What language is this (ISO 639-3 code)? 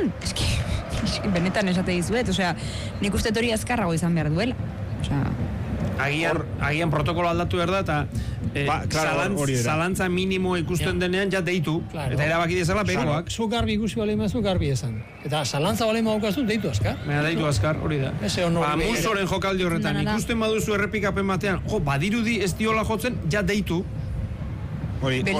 eus